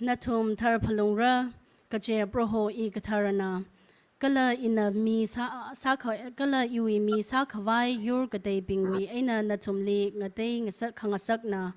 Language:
Tangkhul Naga (India)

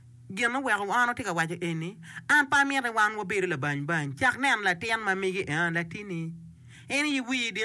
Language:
Acoli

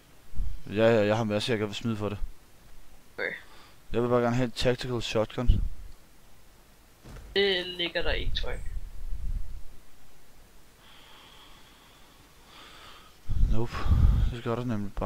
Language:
Danish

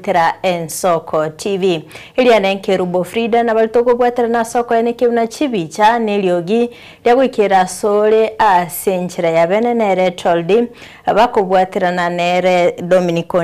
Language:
Gusii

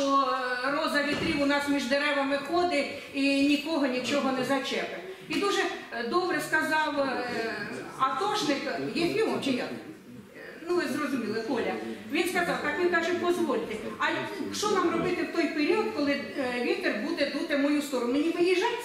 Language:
Ukrainian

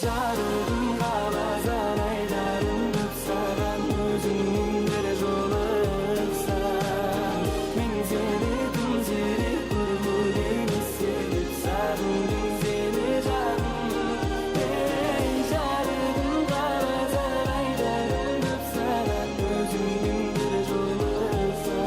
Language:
Kara-Kalpak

